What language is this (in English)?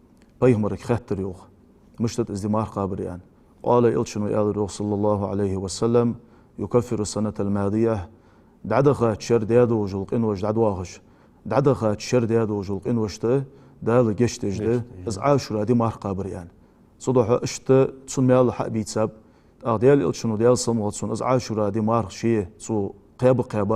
Ingush